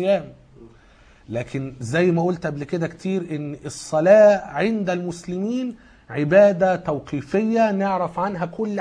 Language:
Egyptian Arabic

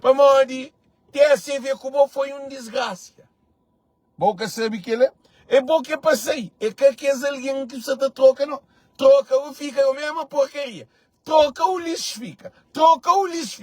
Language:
Kabuverdianu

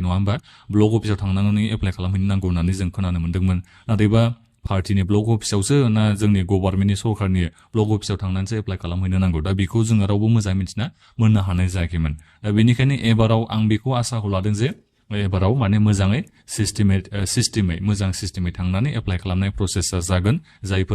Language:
Bodo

